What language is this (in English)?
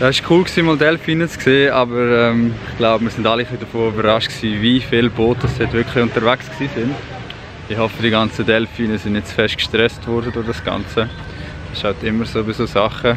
Swiss German